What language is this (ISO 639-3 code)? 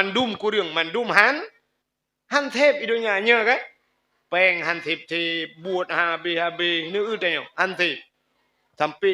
ace